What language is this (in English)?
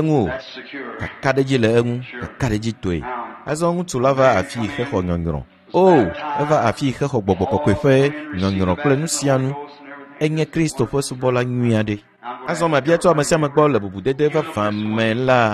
Ewe